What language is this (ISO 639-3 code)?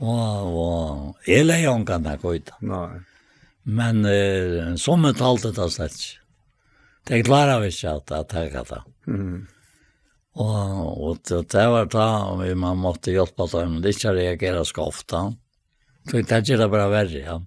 fao